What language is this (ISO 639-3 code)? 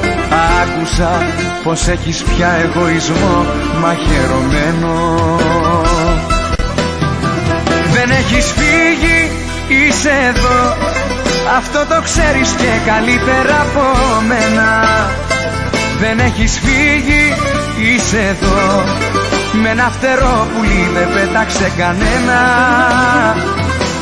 ell